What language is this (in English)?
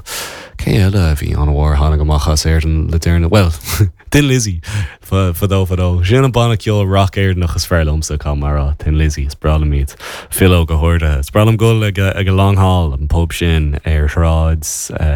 Irish